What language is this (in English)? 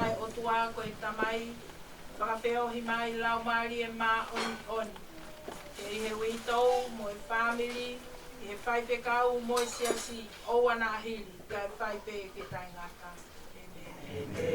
Tongan